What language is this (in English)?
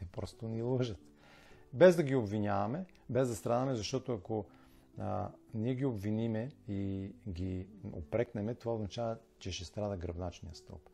Bulgarian